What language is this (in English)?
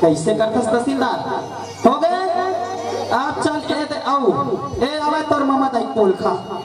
Chhattisgarhi